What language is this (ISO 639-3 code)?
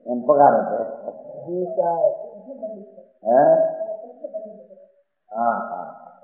guj